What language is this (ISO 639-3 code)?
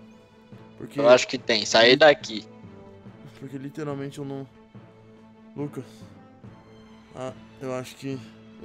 por